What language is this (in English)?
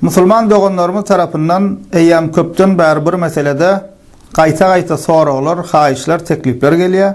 Turkmen